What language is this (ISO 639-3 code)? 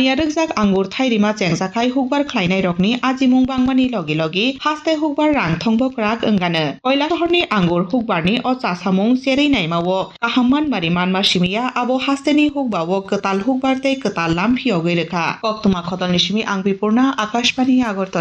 trp